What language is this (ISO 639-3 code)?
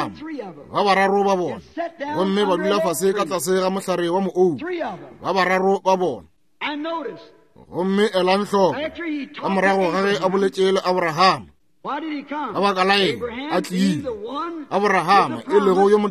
nso